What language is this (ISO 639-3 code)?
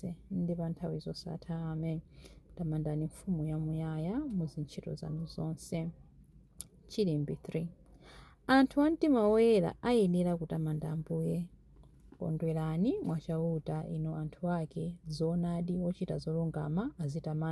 nya